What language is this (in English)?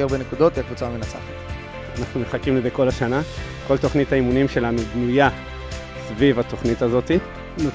Hebrew